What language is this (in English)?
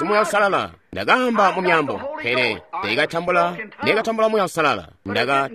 Tonga (Zambia)